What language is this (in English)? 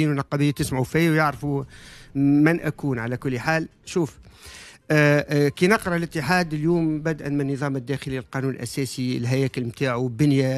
Tunisian Arabic